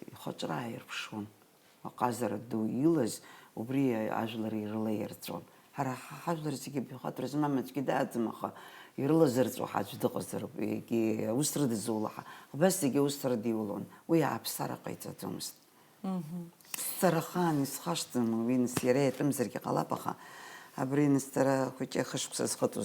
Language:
Abkhazian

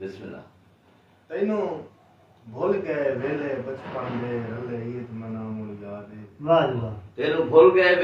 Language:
Saraiki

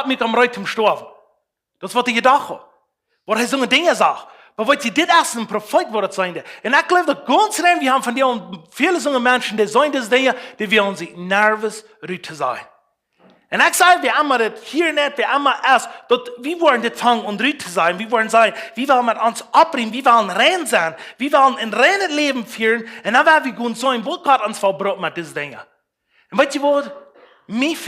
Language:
Plautdietsch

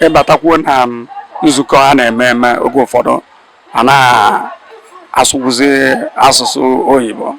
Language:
Igbo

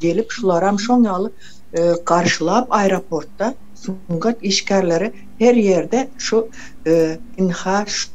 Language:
Turkmen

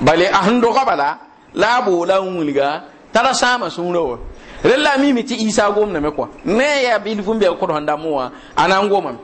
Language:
Mossi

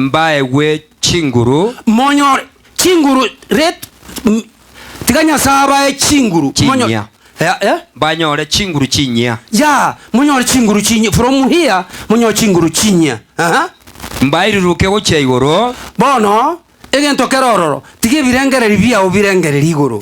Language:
Gusii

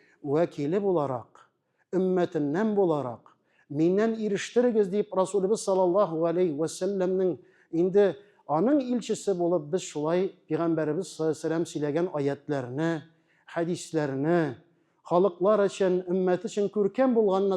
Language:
Tatar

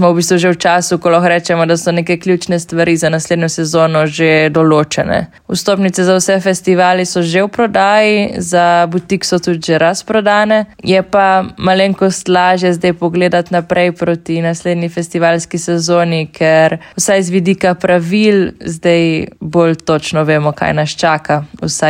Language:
Slovenian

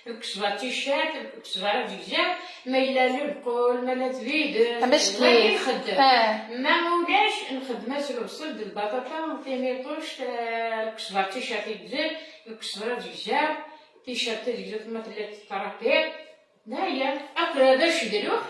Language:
Kabyle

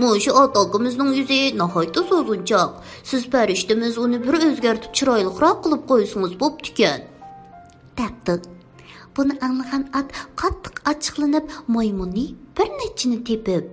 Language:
Uyghur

